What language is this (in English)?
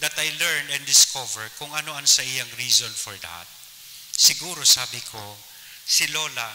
Bikol